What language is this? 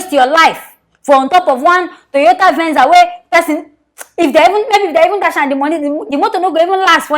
Nigerian Pidgin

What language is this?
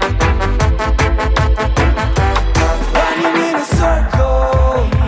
Italian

